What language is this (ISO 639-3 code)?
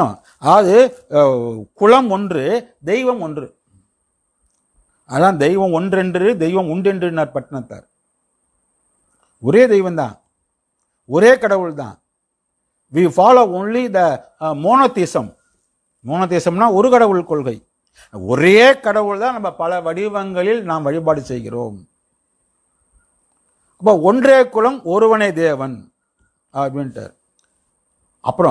tam